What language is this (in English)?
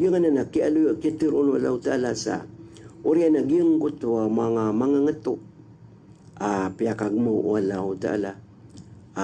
Maranao